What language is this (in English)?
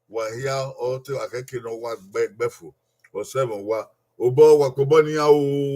Bini